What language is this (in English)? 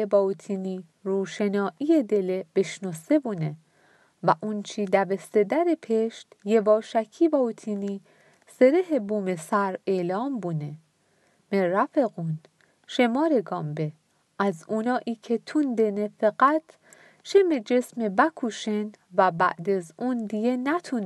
Mazanderani